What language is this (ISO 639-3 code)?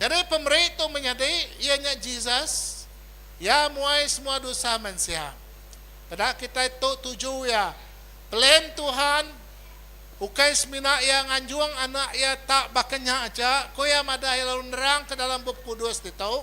iba